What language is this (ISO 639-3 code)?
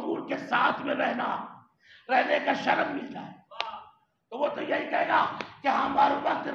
urd